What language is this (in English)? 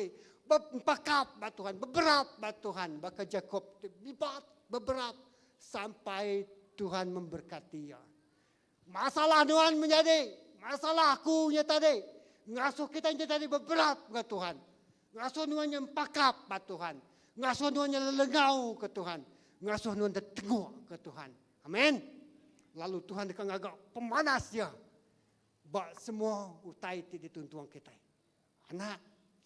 Iban